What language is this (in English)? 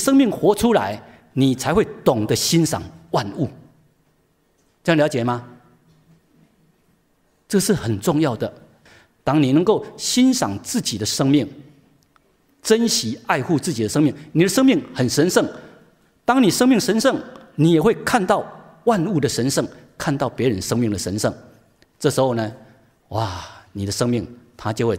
Chinese